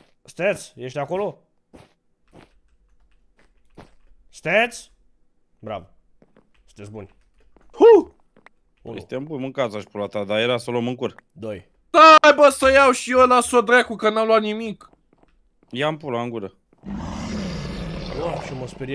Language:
Romanian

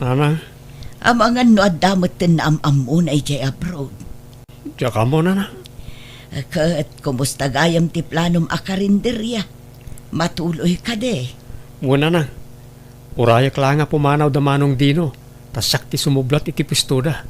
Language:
Iloko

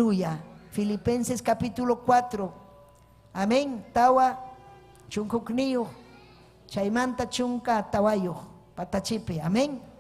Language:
Ayacucho Quechua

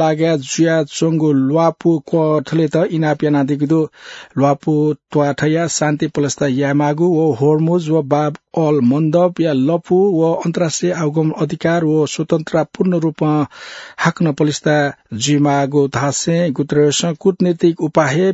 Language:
Newari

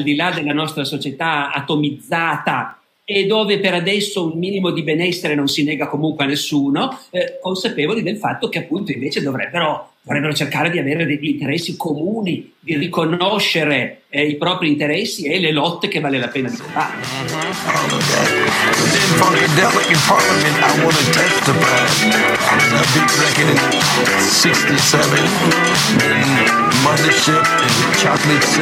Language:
Italian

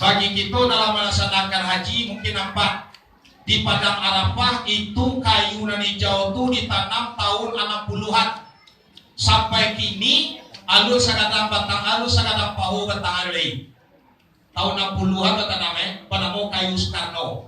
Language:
Minangkabau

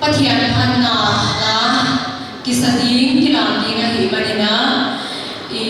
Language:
Paite Chin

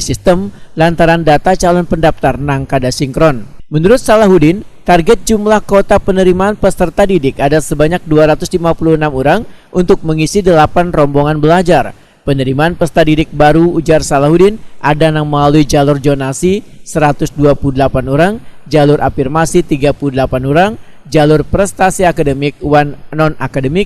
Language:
Banjar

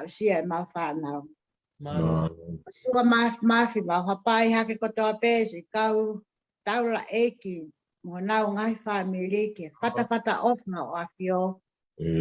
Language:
Tongan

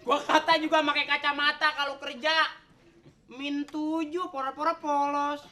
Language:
Betawi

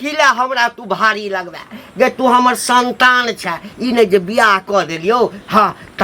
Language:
Maithili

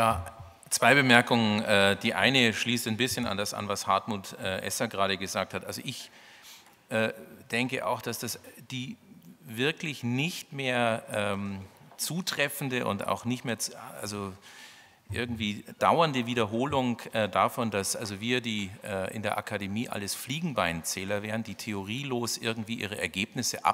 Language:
German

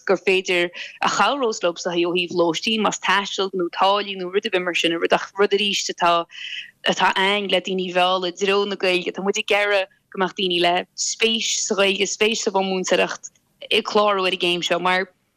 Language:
Irish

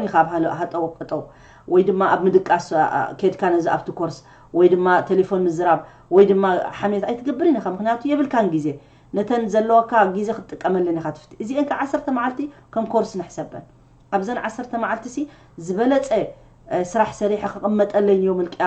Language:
Tigrinya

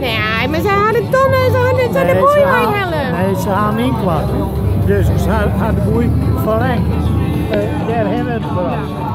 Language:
Western Frisian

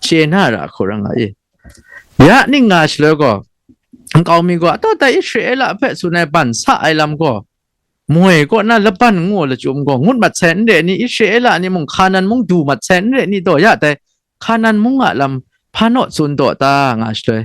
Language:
Kachin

